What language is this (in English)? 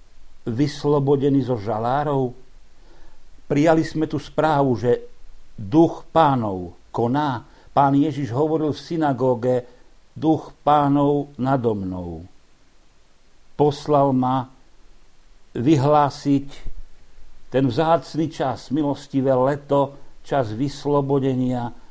Slovak